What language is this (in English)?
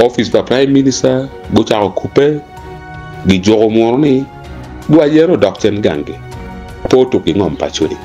Acoli